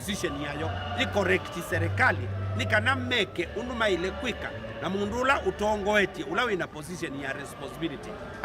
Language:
Kamba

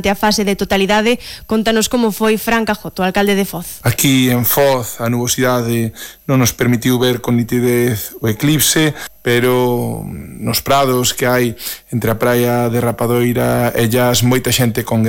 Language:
Galician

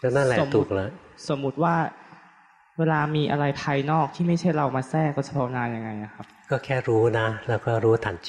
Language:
Thai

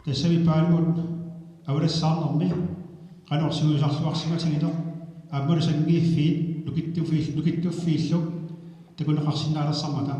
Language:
Kalaallisut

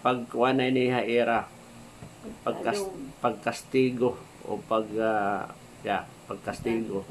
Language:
Waray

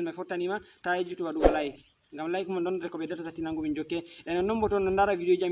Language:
Fula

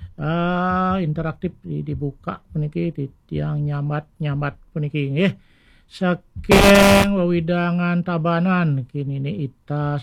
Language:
Balinese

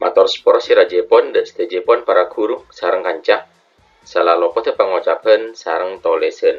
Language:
Madurese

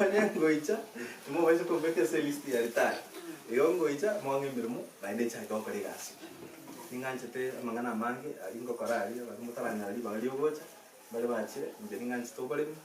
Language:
Gusii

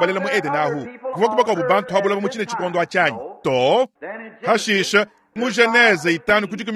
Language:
Luba-Lulua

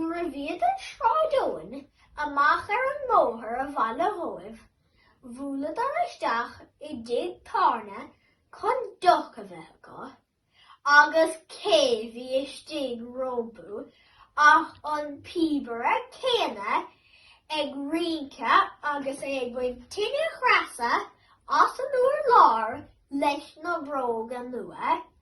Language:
Irish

